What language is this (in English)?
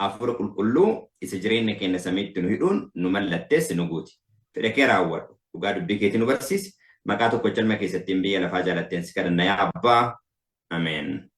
Oromo